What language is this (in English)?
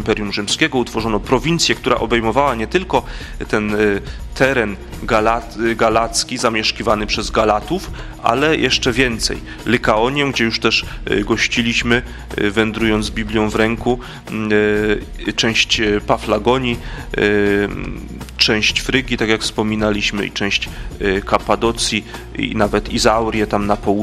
Polish